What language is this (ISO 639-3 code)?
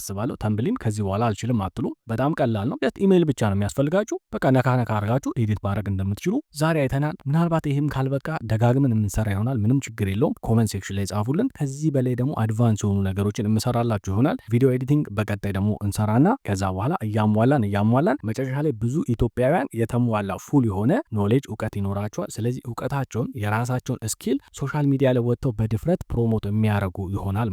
amh